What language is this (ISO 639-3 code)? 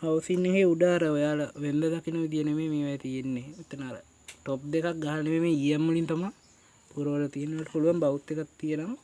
sin